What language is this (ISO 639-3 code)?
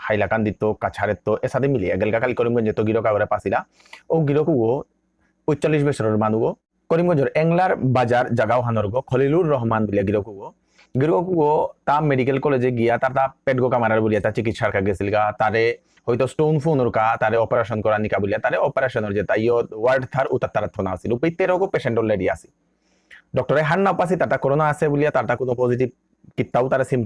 bpy